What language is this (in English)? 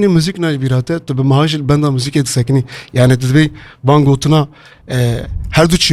Kurdish